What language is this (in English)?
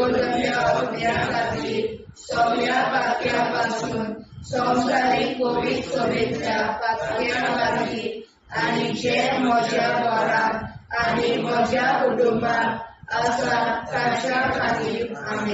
Konkani